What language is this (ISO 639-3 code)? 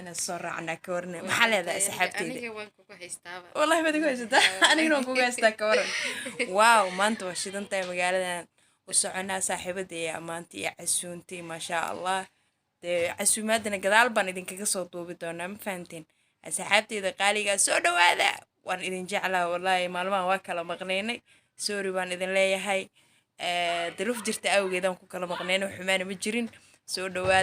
som